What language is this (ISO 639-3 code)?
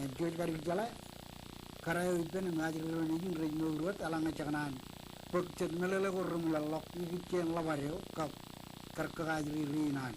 mah